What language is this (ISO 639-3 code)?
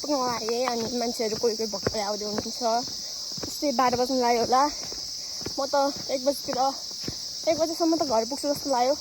nep